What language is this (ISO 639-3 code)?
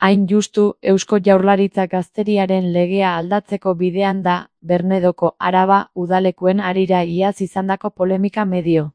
eus